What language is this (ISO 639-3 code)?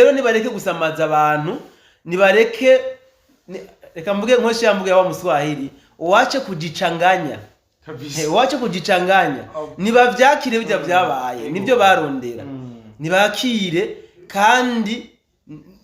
run